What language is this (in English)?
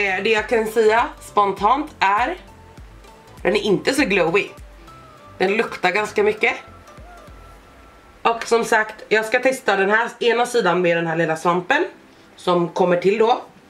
Swedish